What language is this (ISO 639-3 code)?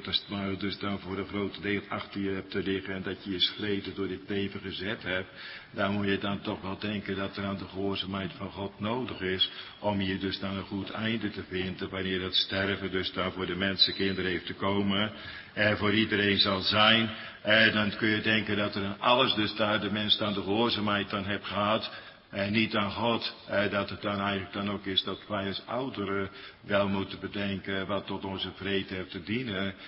nld